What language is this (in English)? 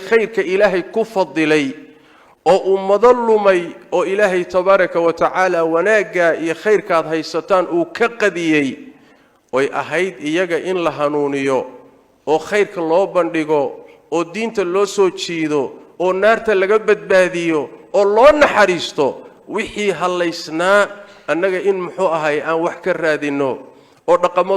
Somali